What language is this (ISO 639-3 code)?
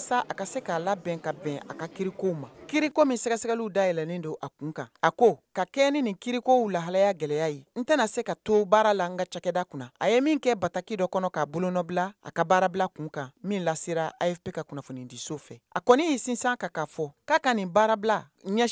bam